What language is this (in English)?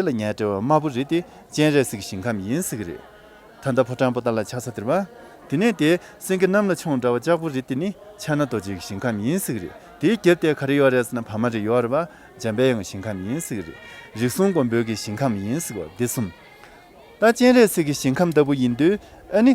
Tibetan